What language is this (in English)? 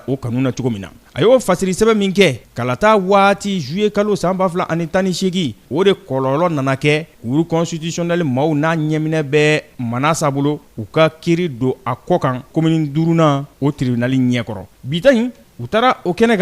Bambara